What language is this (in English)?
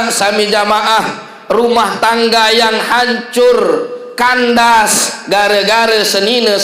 Sasak